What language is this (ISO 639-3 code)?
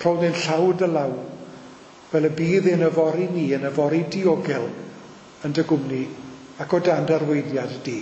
cym